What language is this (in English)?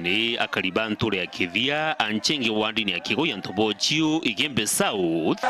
Meru